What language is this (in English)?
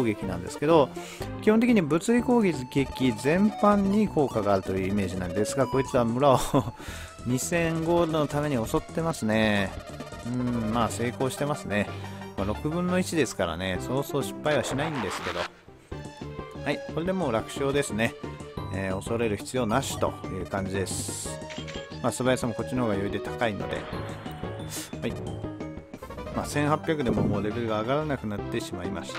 Japanese